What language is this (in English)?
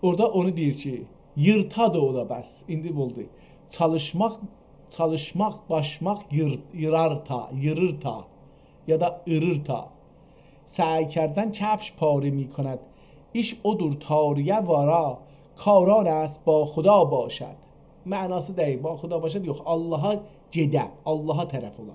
South Azerbaijani